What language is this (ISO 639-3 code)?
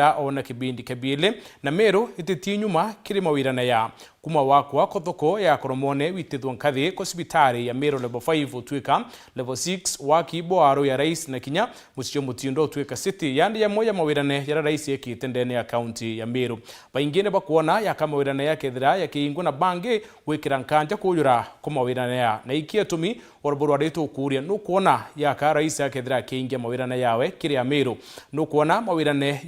mer